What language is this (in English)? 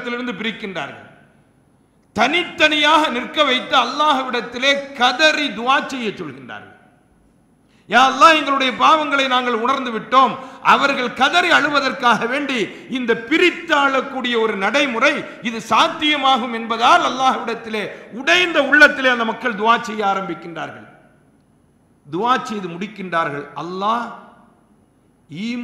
Tamil